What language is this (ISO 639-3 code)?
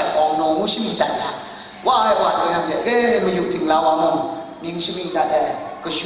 kac